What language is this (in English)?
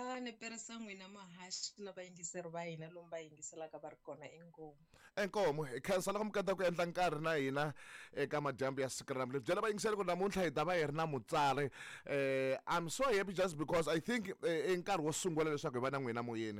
Tsonga